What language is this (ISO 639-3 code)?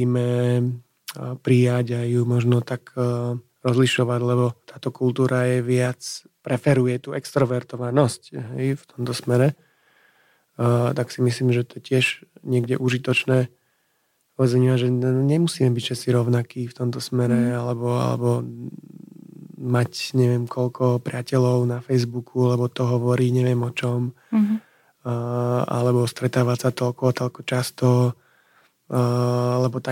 slk